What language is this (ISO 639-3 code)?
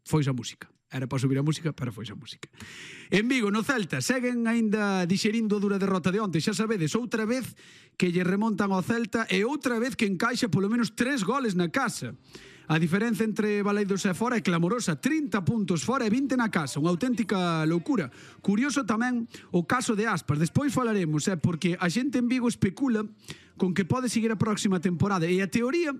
glg